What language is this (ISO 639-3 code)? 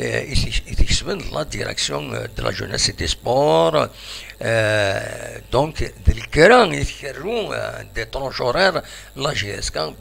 kab